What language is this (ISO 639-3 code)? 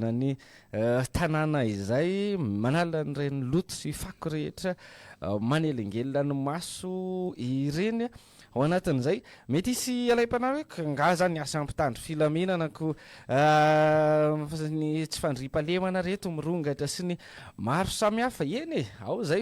mlg